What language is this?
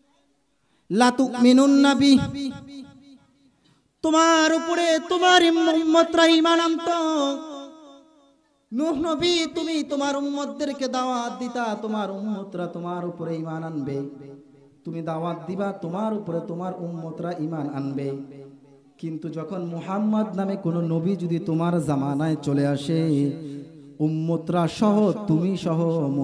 Bangla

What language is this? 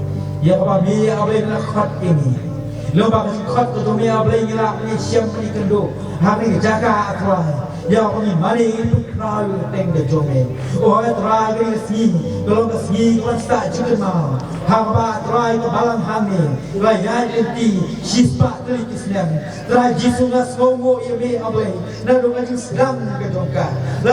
Khasi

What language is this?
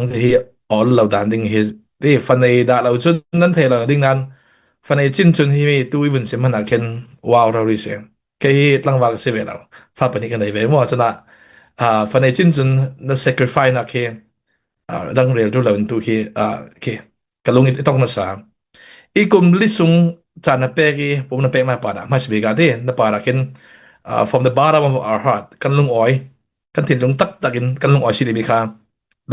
Falam Chin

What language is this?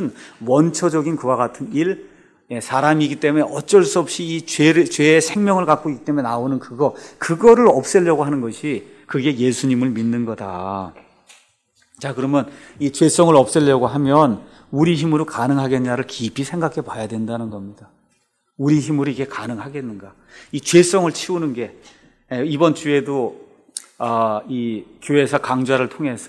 Korean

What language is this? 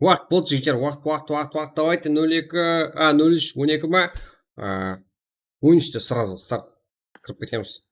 Kara-Kalpak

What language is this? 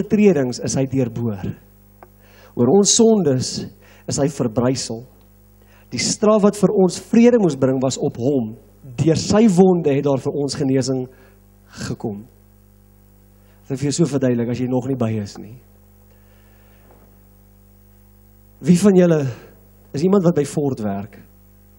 Afrikaans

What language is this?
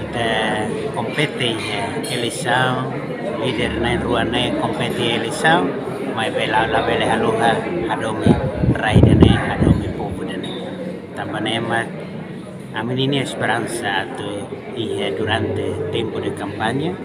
Tetum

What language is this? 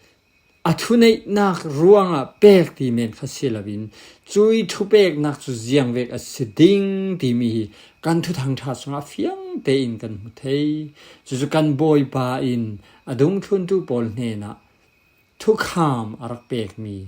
Falam Chin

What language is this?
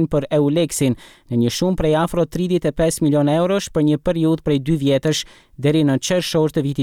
Albanian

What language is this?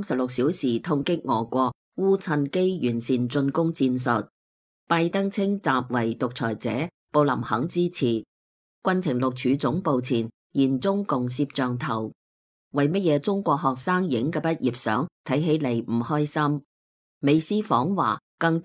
Cantonese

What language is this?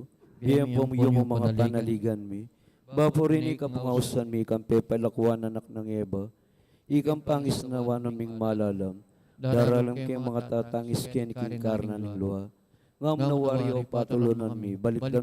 Pampanga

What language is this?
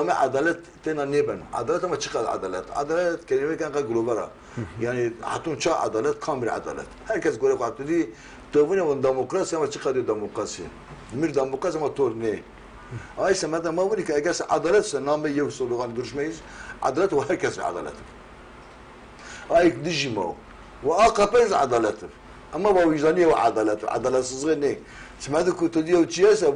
Zaza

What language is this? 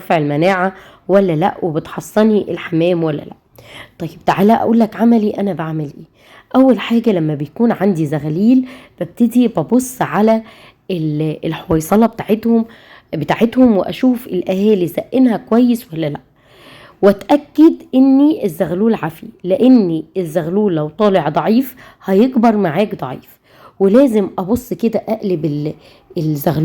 Egyptian Arabic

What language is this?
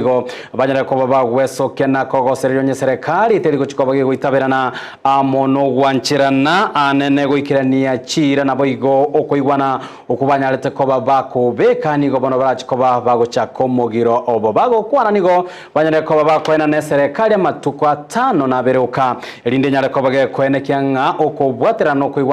Gusii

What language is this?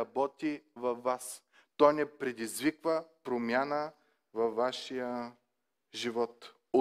Bulgarian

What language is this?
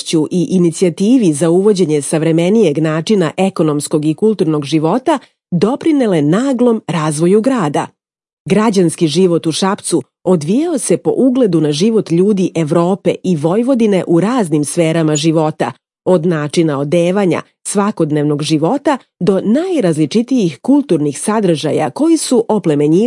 Serbian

